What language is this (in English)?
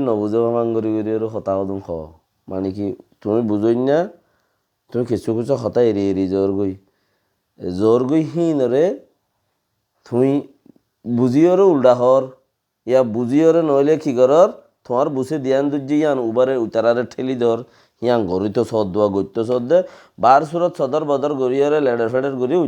Rohingya